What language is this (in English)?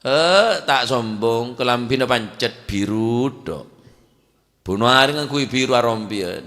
Madurese